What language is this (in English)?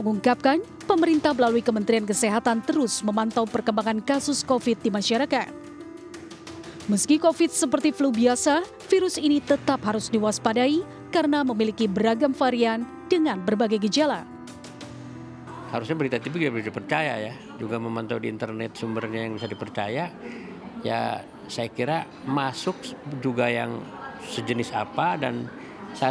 Indonesian